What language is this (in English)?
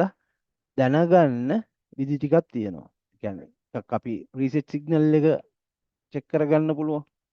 Sinhala